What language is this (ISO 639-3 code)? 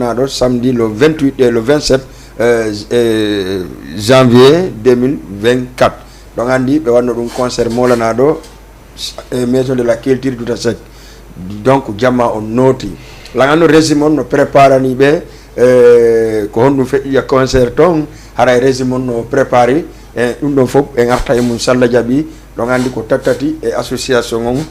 ful